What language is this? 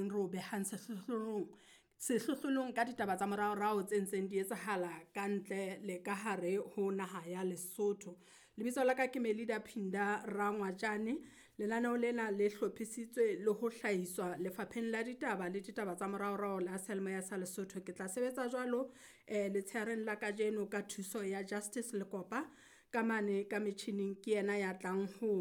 Southern Sotho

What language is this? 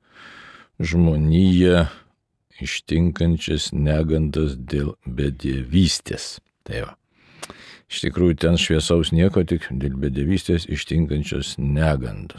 Lithuanian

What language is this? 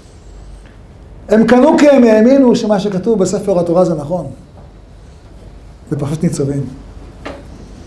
Hebrew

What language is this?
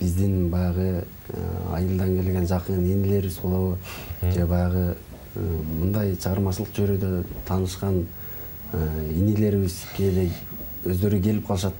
Kyrgyz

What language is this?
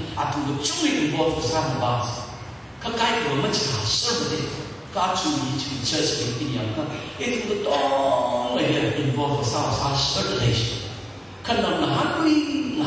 Tangkhul Naga (India)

